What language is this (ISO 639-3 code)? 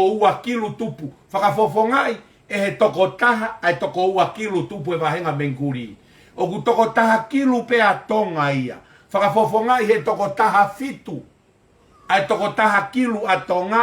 ton